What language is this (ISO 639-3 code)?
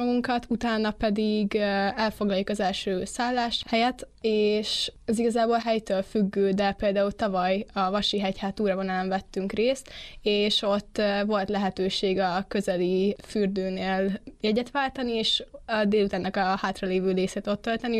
hun